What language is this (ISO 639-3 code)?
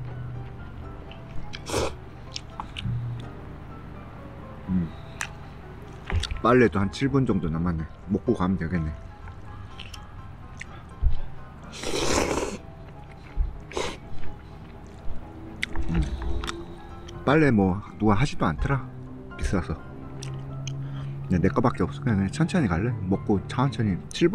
kor